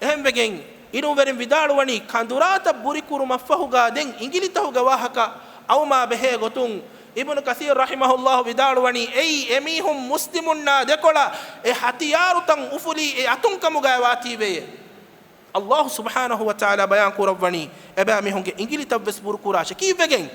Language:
Divehi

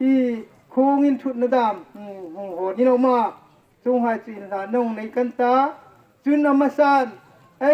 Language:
Hmar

